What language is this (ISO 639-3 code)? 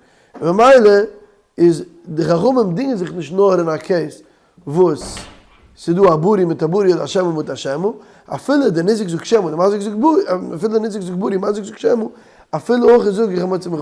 yid